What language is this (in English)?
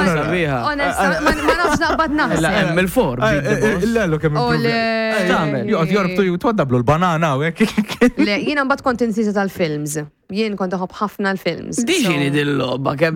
Maltese